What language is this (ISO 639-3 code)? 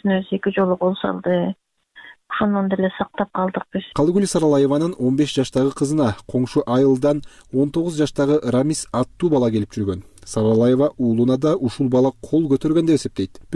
kir